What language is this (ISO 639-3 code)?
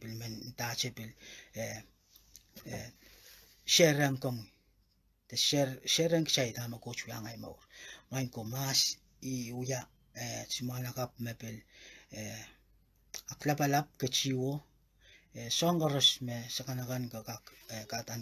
pon